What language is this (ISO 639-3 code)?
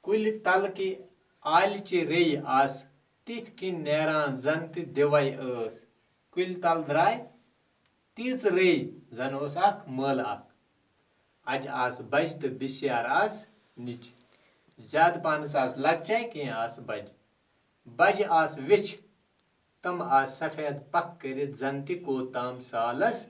kas